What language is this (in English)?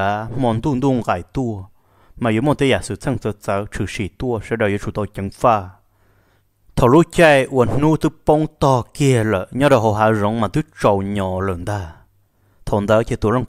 Vietnamese